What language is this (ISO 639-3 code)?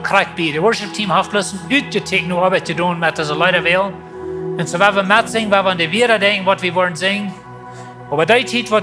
pdt